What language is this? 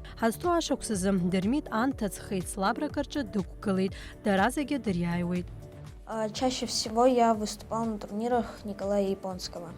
Abkhazian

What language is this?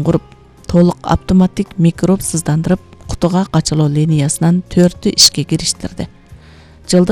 Kyrgyz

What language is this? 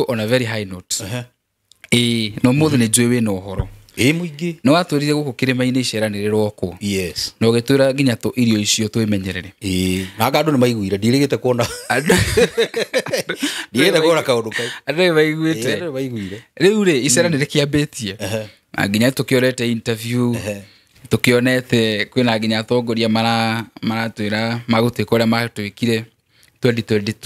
Kikuyu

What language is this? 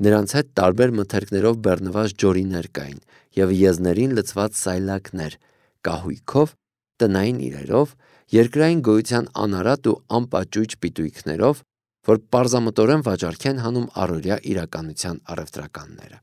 Armenian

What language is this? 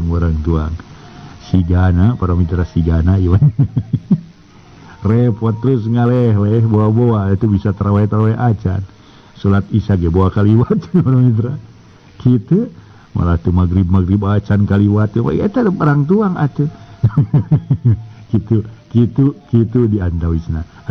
Sundanese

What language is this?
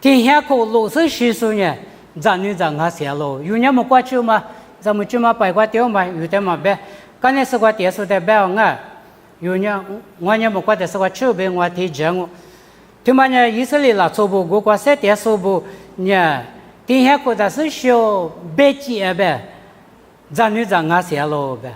Lisu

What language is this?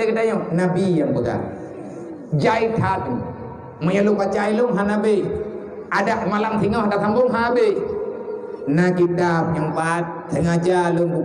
Achinese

